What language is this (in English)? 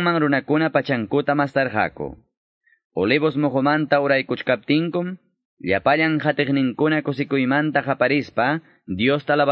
Ayacucho Quechua